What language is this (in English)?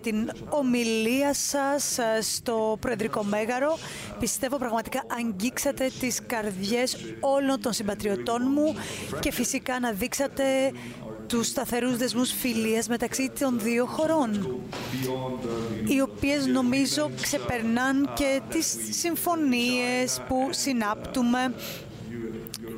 Greek